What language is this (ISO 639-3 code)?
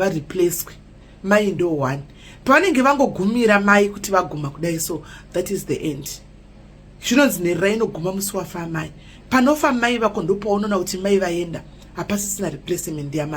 sna